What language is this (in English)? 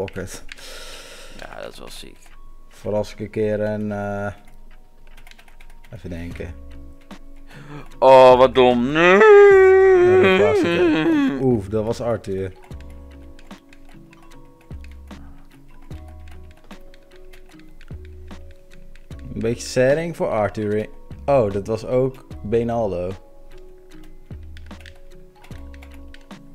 Dutch